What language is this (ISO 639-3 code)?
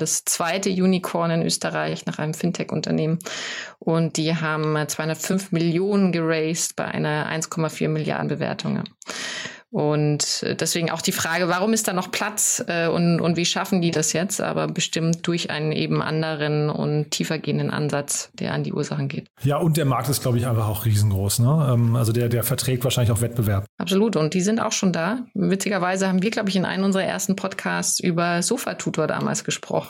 deu